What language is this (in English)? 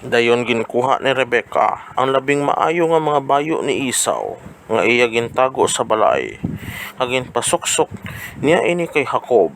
Hiligaynon